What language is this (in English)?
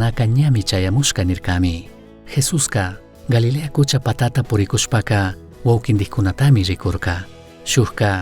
Chimborazo Highland Quichua